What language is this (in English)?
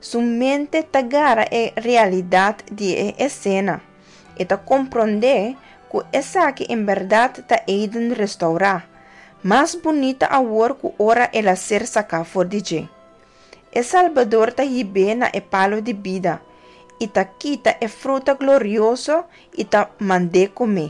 Papiamento